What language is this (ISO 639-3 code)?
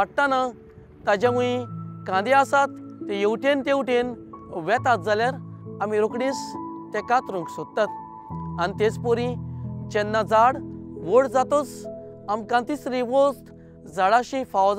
kok